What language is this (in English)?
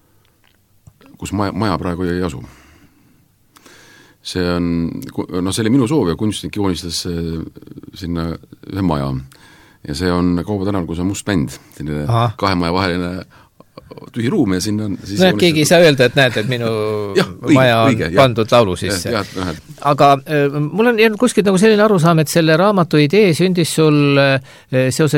Estonian